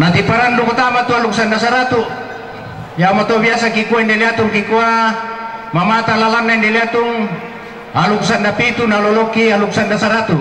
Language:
Toraja-Sa'dan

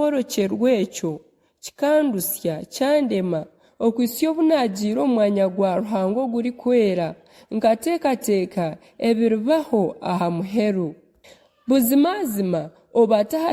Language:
Nyankole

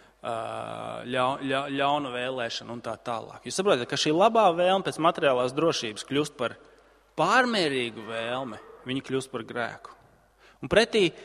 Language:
Latvian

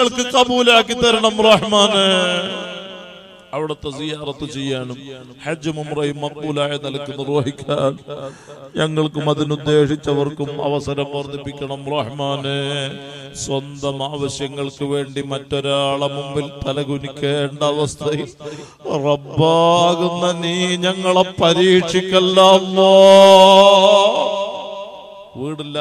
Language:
Malayalam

